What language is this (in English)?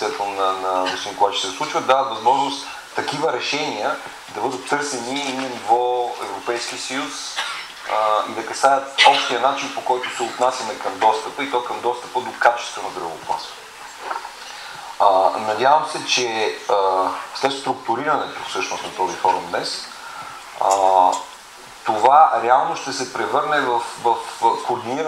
Bulgarian